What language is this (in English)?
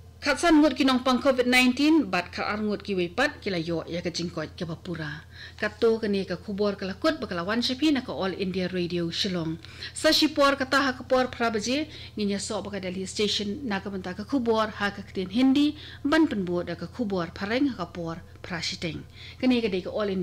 Khasi